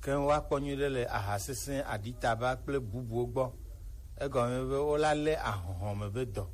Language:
Gen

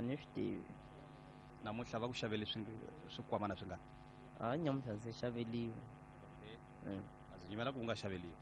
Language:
Tsonga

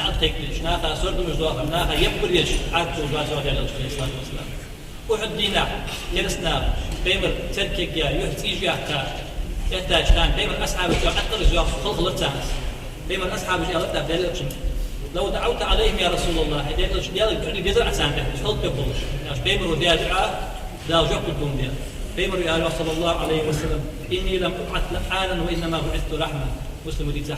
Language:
Ingush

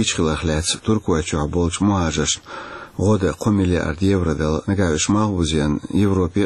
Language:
Chechen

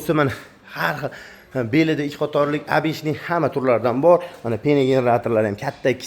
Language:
Uzbek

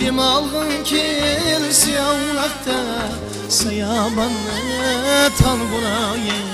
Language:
Kara-Kalpak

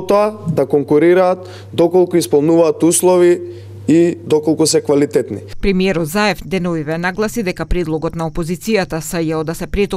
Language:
Macedonian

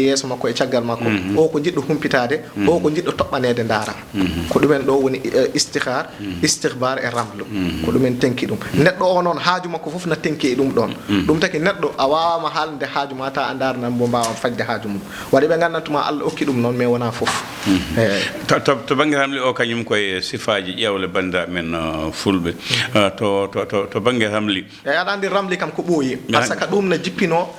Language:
Fula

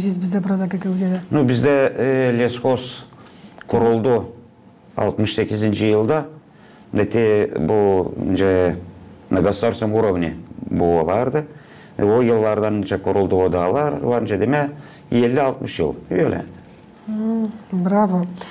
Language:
Gagauz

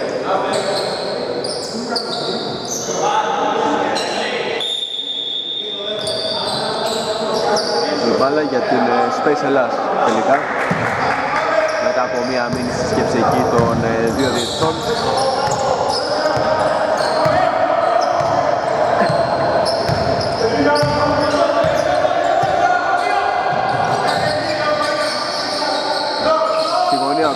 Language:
Greek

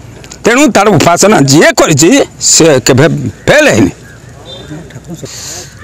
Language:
Odia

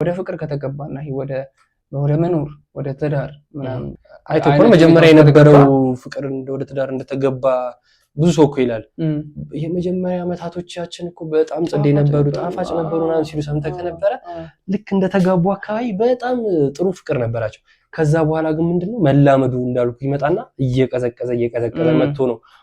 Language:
Amharic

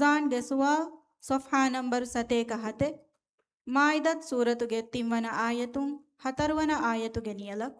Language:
Divehi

